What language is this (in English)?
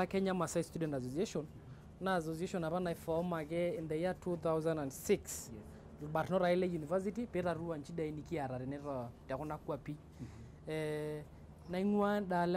Masai